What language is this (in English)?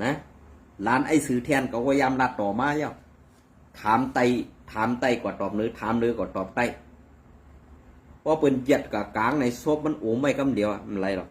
Shan